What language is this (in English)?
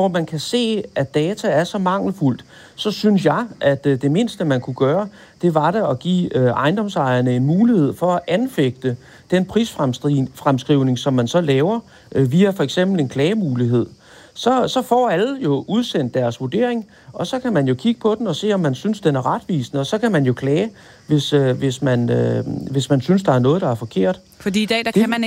Danish